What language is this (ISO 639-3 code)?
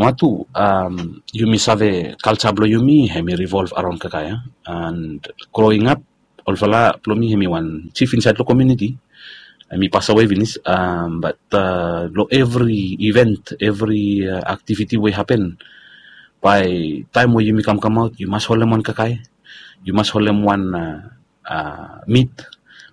bis